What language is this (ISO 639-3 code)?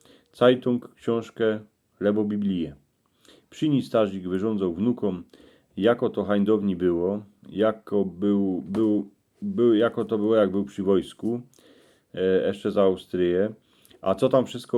szl